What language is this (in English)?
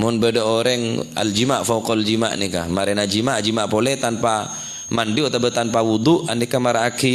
Madurese